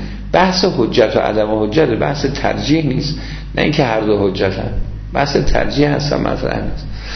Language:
Persian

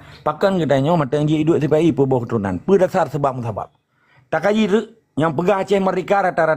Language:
Achinese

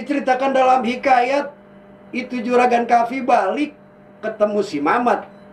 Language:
Betawi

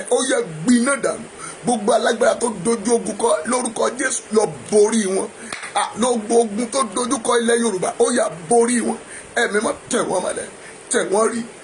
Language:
Yoruba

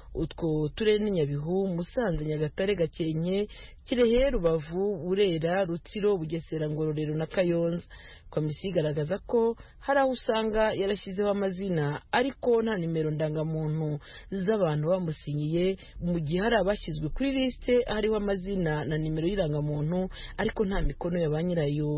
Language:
Kinyarwanda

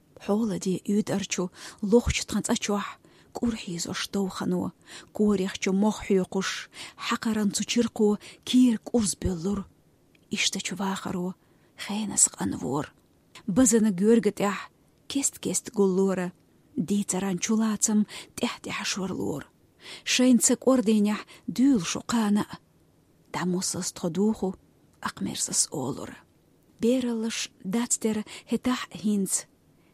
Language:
Chechen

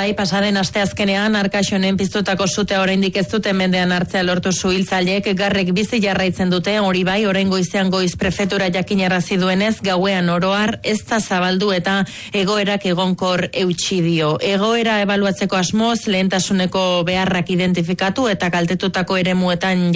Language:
Basque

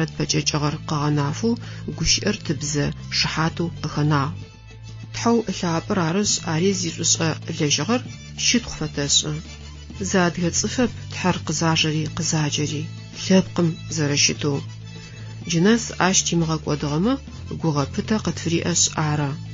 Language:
Adyghe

